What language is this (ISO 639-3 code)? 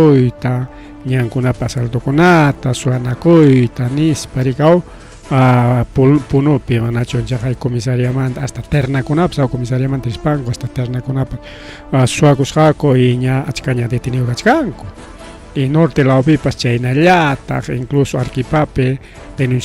quy